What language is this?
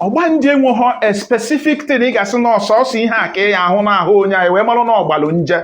Igbo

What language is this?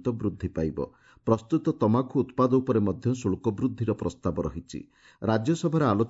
Odia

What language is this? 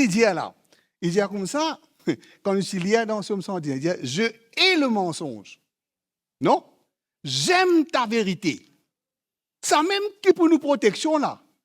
Morisyen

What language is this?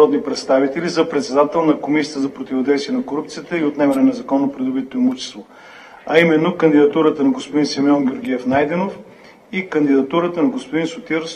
Bulgarian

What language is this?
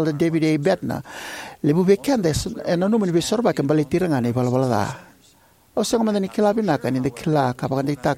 Fijian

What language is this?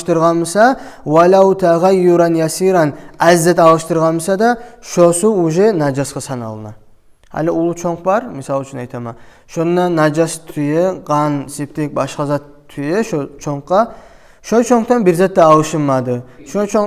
Kumyk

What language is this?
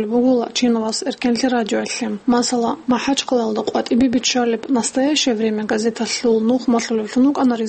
Avaric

